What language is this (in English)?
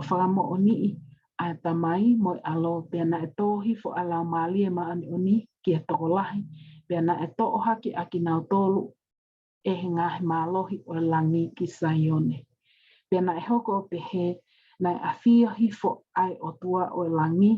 Tongan